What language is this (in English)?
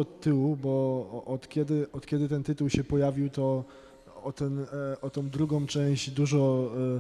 Polish